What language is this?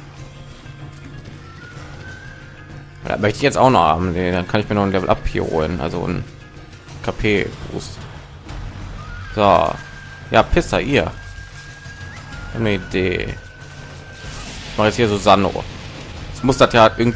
German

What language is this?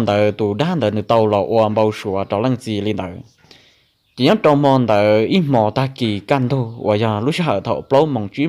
Hmong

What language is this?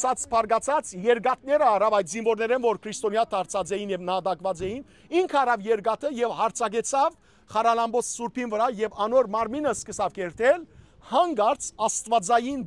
Western Armenian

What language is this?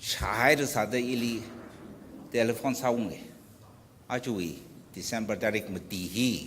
Tangkhul Naga (India)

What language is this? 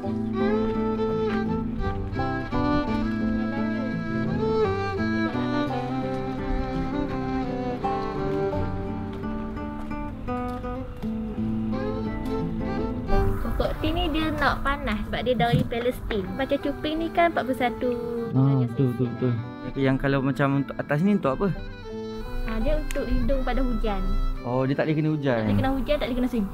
Malay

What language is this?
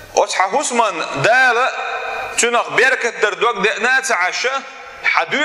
Chechen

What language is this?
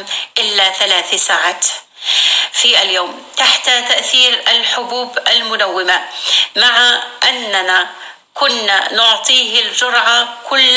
North Levantine Arabic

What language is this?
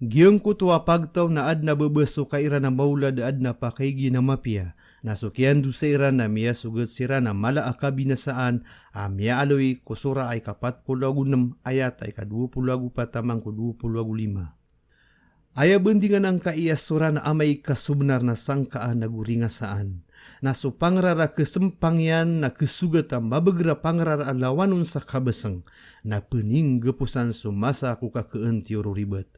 Maranao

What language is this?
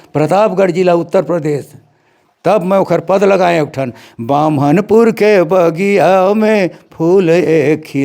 Chhattisgarhi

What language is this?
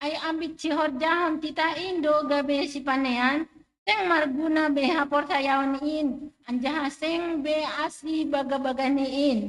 Batak Simalungun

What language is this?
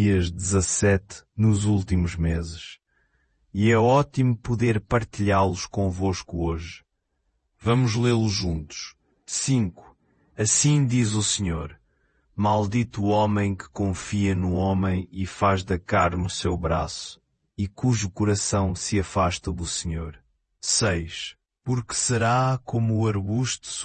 Portuguese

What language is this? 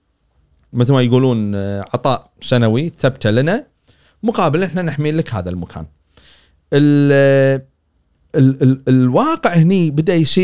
Gulf Arabic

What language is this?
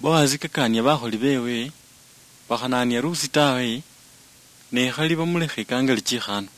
Luyia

